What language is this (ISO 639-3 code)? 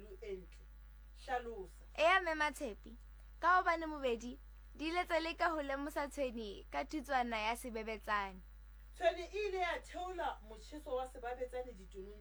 sot